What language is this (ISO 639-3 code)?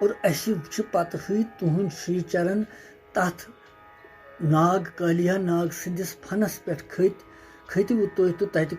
kas